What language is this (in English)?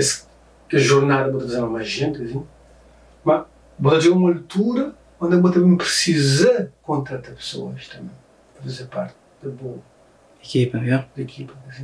Kabuverdianu